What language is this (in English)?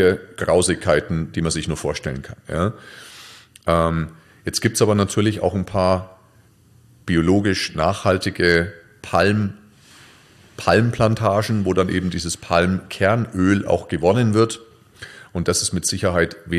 German